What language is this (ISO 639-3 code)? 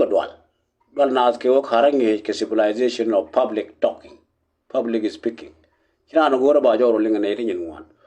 nus